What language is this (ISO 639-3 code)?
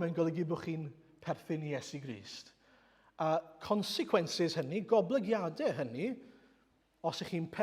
cym